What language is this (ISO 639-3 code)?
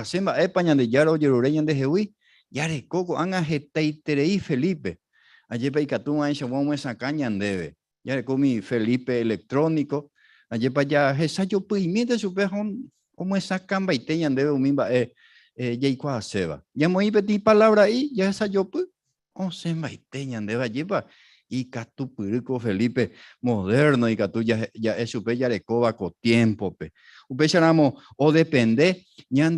grn